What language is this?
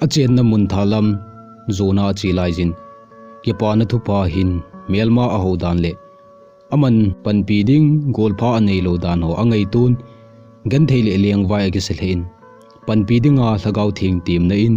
Thado Chin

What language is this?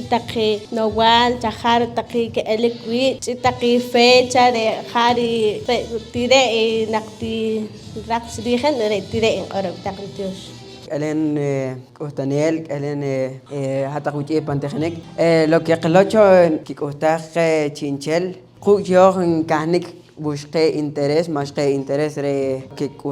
Poqomchi'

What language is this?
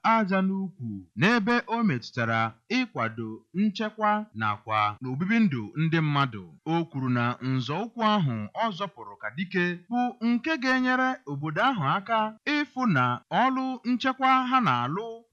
Igbo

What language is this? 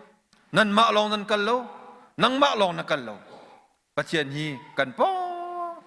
Hakha Chin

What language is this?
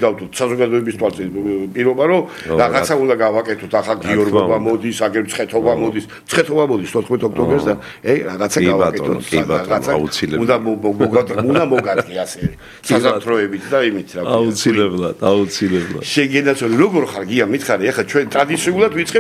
Georgian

